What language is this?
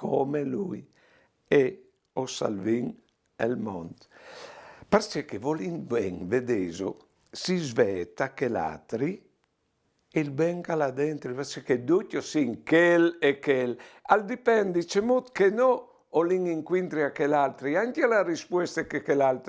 Friulian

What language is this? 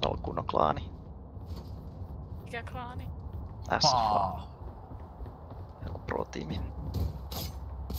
Finnish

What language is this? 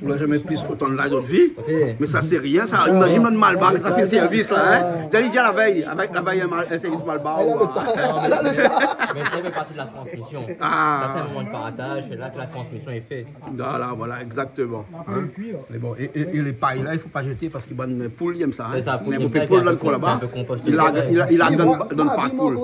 Réunion Creole French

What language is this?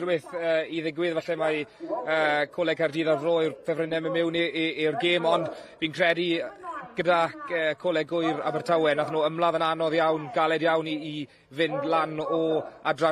Welsh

